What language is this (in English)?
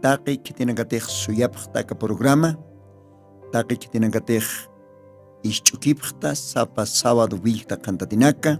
Aymara